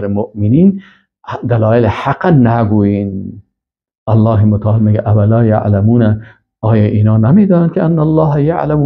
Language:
Persian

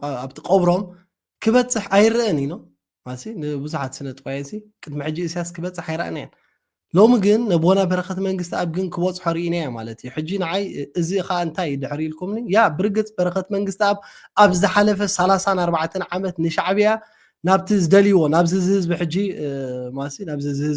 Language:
Tigrinya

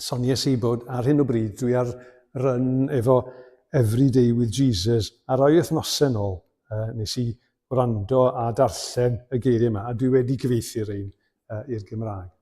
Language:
Welsh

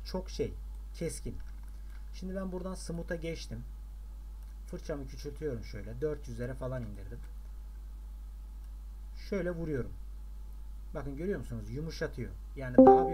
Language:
Turkish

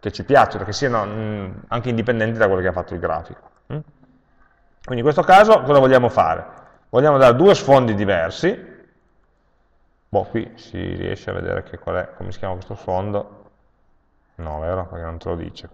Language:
Italian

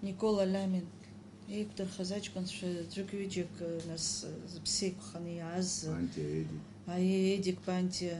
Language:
Abkhazian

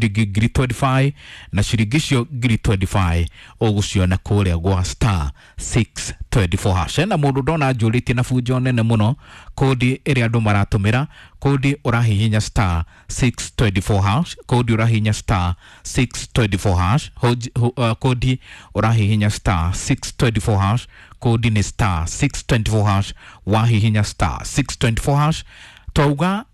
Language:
Kikuyu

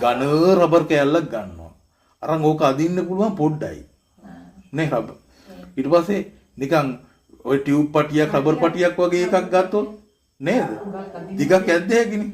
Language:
Sinhala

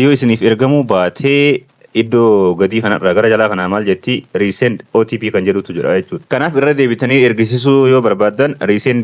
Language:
Oromo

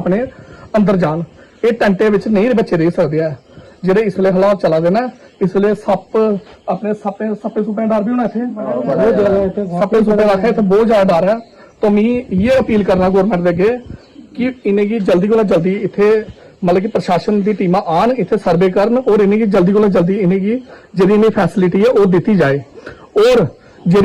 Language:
Dogri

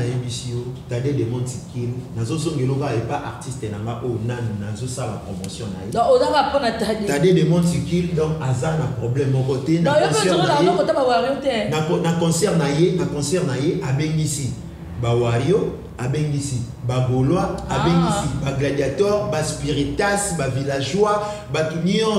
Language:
Lingala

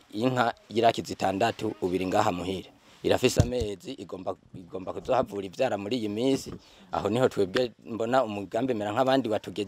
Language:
Rundi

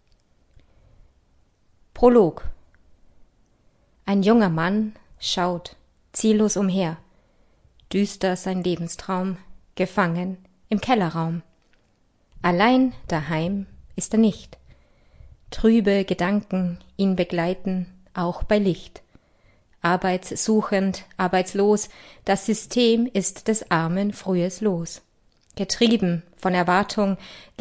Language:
German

